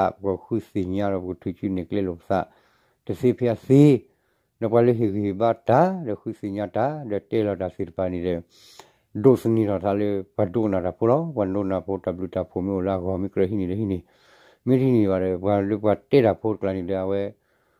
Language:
S'gaw Karen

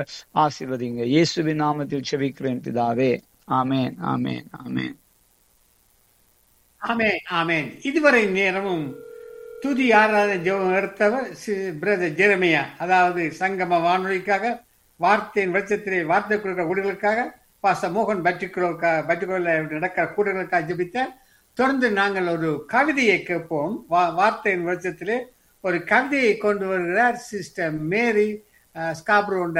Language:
Tamil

